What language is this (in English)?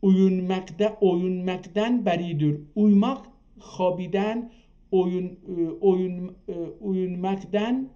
South Azerbaijani